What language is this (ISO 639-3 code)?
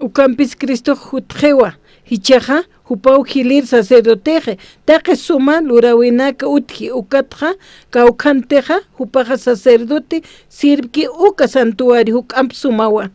aym